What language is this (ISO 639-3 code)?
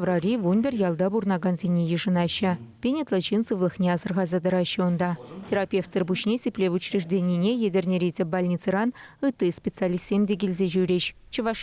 chv